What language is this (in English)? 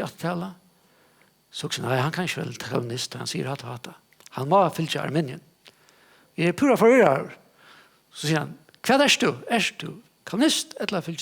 Faroese